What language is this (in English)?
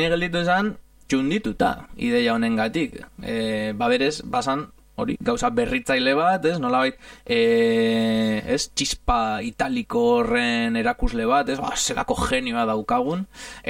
Basque